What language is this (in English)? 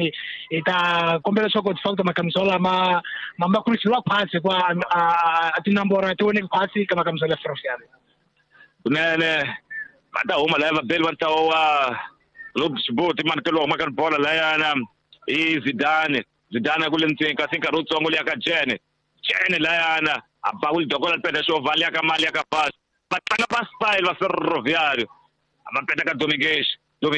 Tsonga